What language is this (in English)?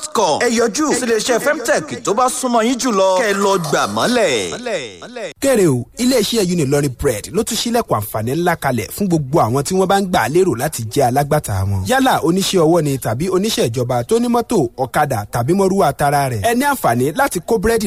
Yoruba